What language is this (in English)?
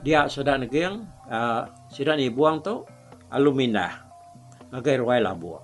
Iban